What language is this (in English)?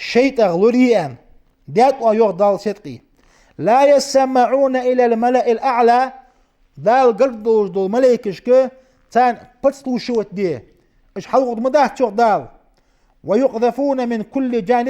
Ingush